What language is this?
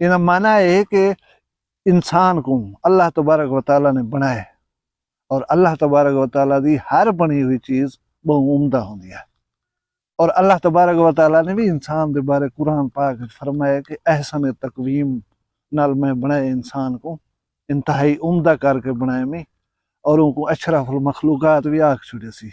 Saraiki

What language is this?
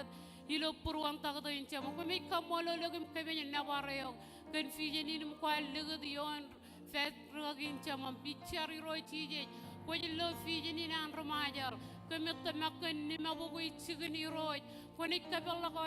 Marshallese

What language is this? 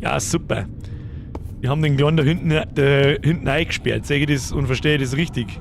Bavarian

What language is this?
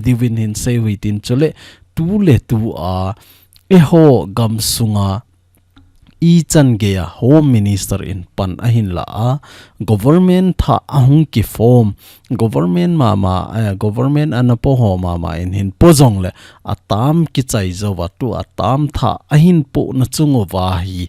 Thado Chin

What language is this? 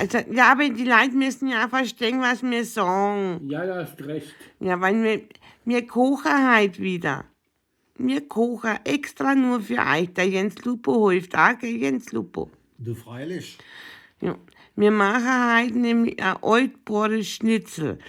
Bavarian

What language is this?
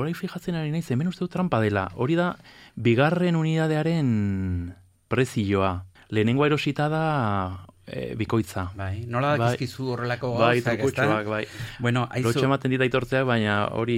Basque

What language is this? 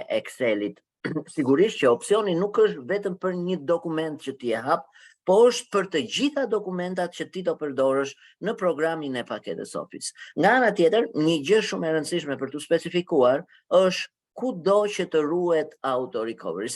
Albanian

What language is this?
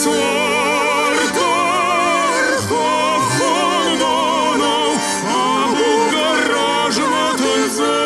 Ossetic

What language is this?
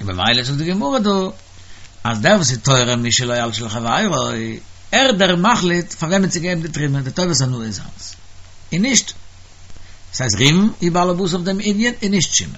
Yiddish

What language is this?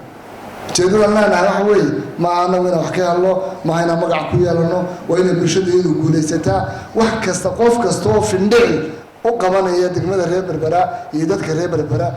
Somali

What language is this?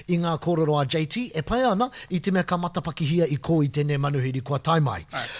Māori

